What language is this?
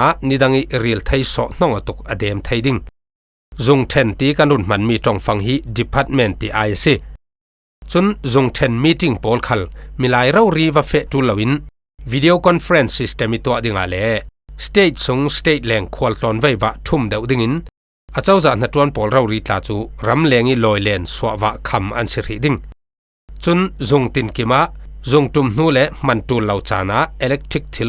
Falam Chin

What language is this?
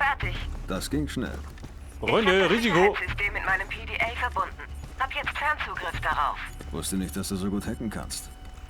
Bavarian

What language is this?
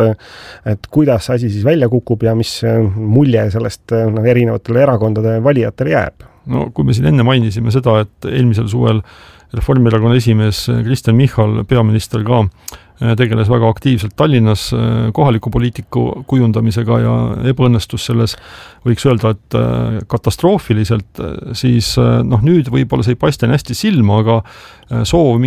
Estonian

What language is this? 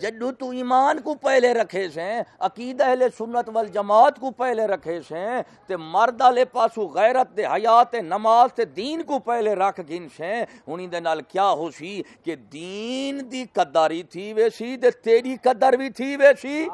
Saraiki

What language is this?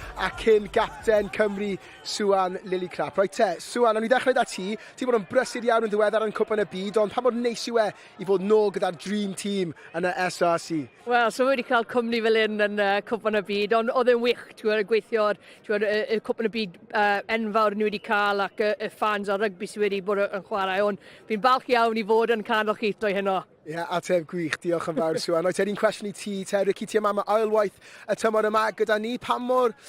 Welsh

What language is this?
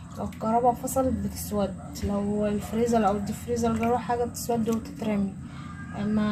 Egyptian Arabic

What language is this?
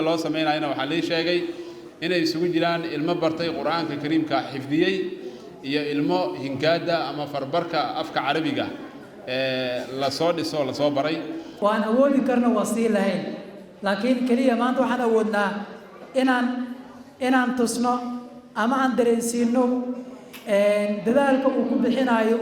Somali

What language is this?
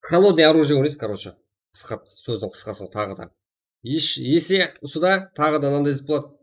Kara-Kalpak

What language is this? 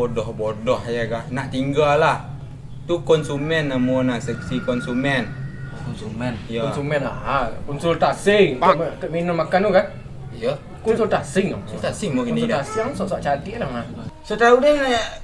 Minangkabau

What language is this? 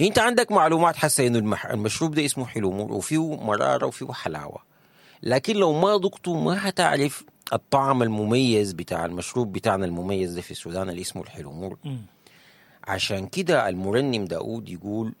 Sudanese Arabic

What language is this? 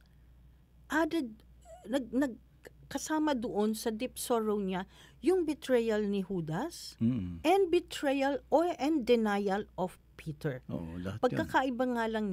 Filipino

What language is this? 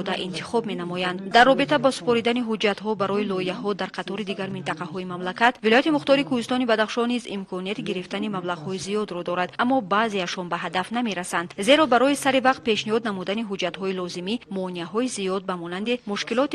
Tajik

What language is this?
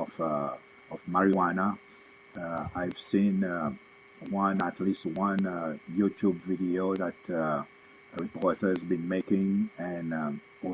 Seselwa Creole French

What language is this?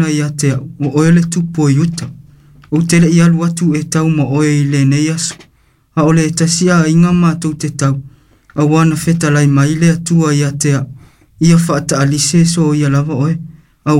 Samoan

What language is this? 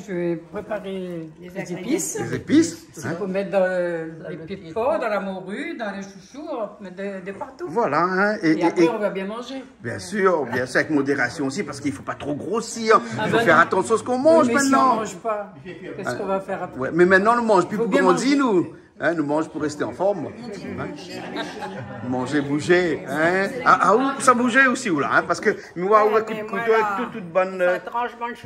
Réunion Creole French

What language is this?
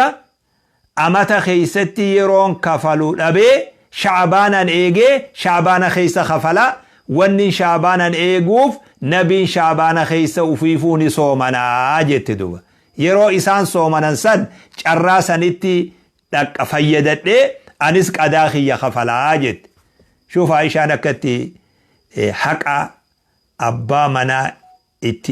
Oromo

